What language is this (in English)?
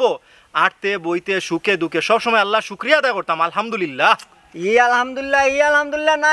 Sylheti